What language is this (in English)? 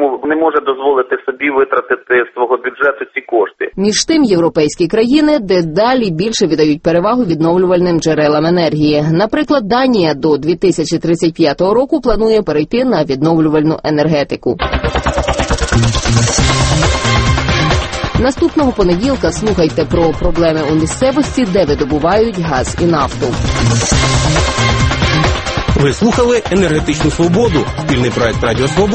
Ukrainian